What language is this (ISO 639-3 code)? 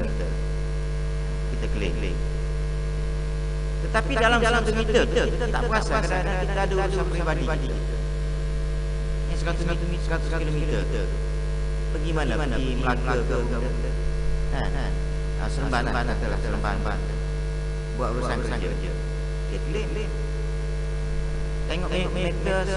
msa